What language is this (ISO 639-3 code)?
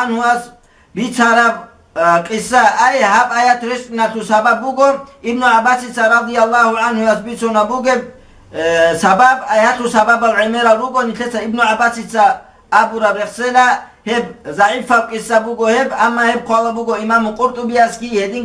ava